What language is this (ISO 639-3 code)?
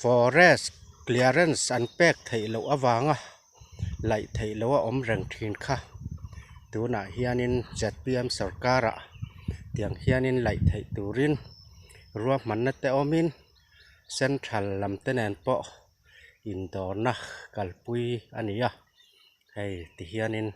lus